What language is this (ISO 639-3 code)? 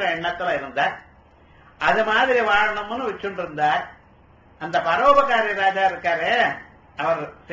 tam